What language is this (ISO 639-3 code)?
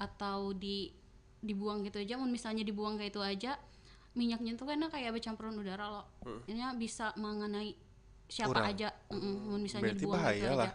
bjn